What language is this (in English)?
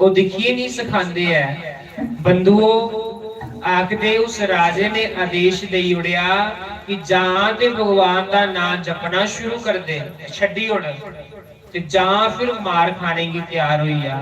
Dogri